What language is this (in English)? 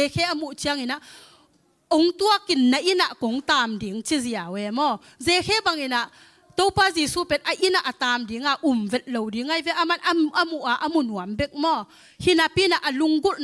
Tedim Chin